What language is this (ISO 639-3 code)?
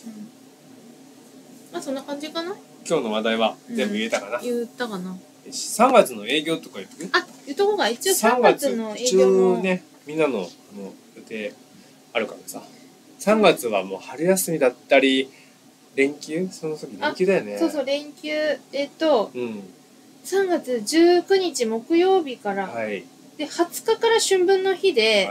jpn